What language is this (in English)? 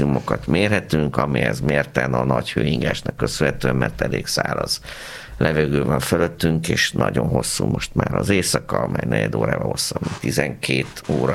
Hungarian